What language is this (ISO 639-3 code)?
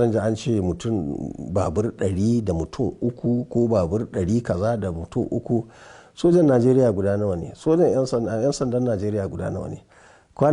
hau